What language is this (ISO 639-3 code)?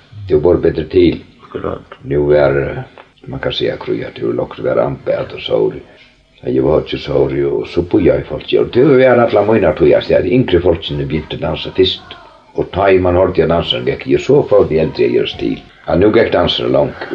fao